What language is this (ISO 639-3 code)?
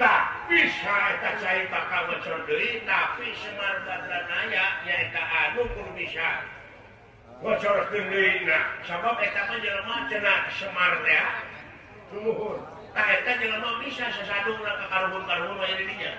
sun